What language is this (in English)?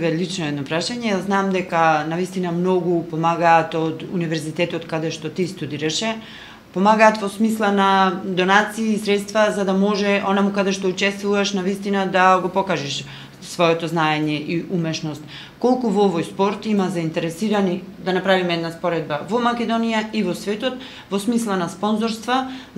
Macedonian